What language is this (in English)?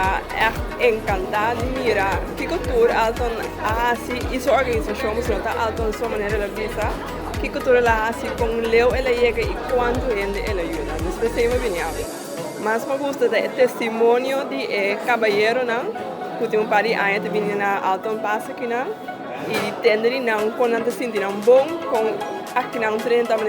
Papiamento